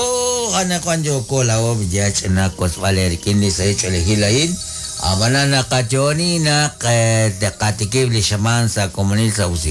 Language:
Kekchí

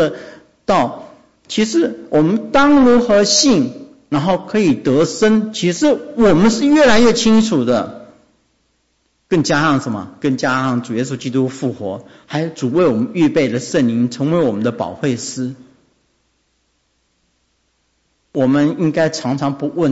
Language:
Chinese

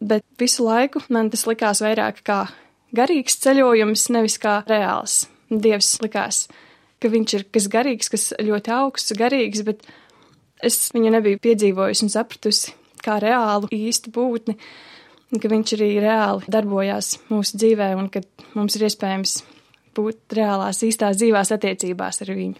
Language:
Latvian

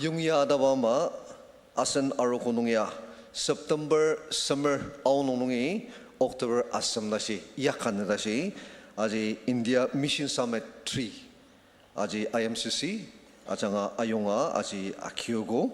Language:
Ao Naga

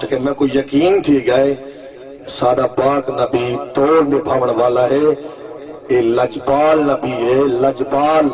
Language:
Saraiki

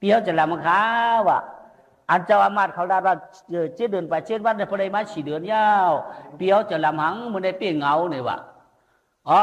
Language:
Shan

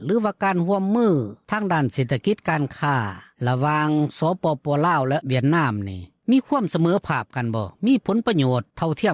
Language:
Lao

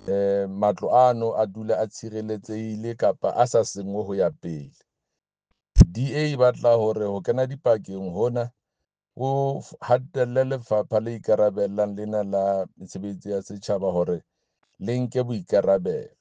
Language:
Southern Sotho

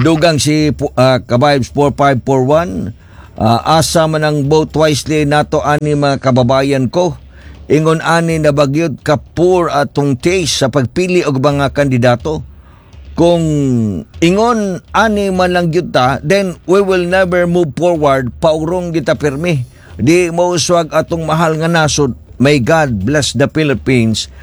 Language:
Cebuano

